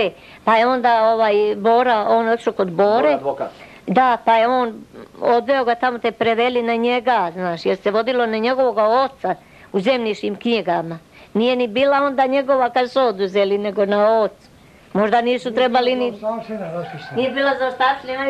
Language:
Serbian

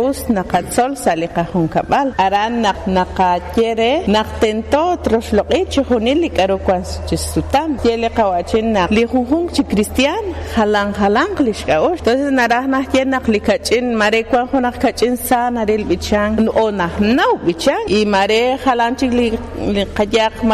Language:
Kekchí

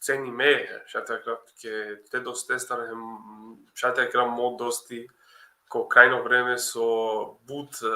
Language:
Balkan Romani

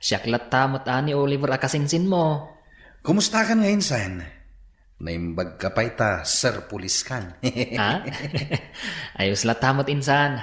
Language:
Iloko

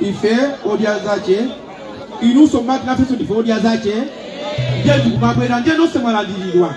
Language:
Nyanja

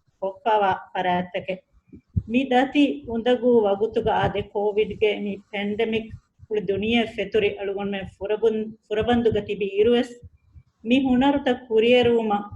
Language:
Divehi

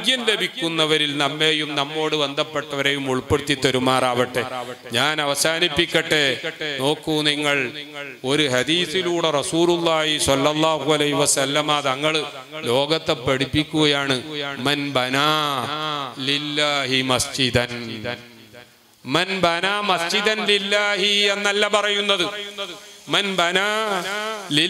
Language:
Malayalam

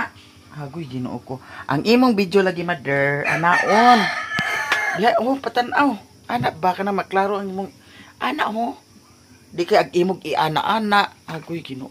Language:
Cebuano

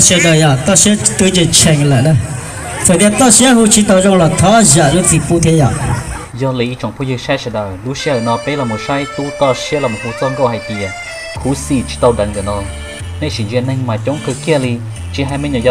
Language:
Hmong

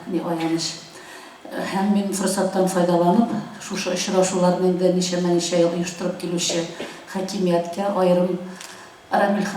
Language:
Tatar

